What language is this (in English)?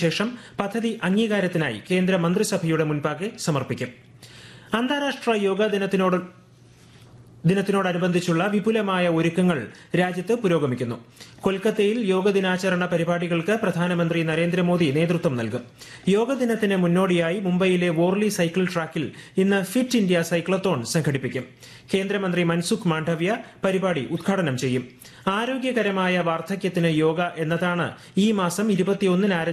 Malayalam